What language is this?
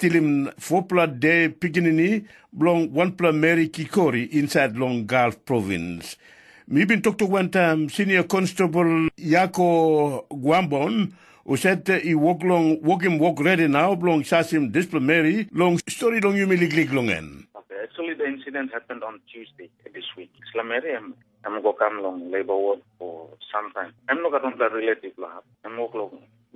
Tok Pisin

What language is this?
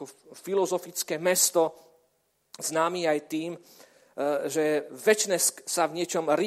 Slovak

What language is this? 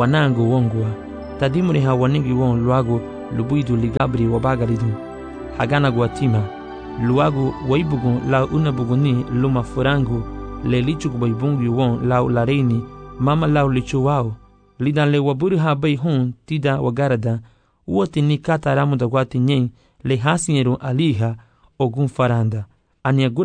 Garifuna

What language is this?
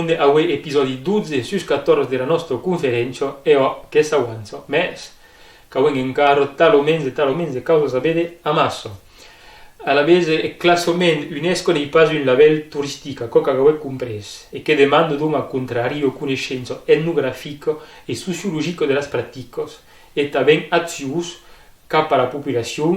Occitan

